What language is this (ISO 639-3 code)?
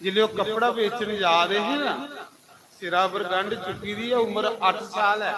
doi